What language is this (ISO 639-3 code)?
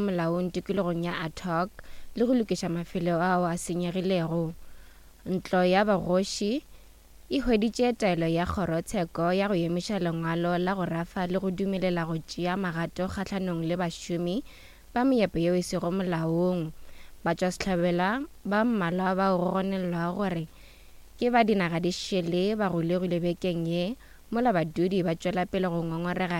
nso